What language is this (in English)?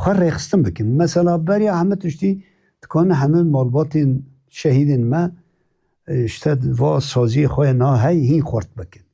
Kurdish